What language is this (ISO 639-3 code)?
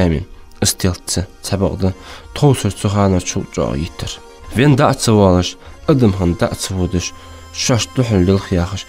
inh